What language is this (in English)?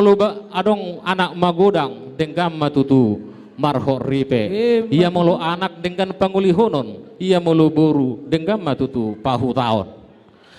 Batak Toba